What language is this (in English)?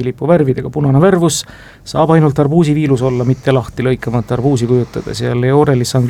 Estonian